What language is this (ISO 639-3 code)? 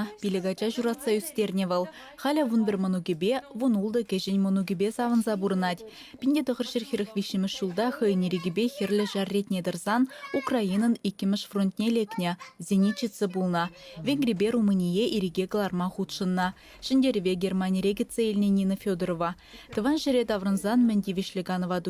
chv